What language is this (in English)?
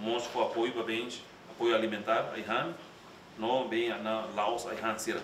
Tetum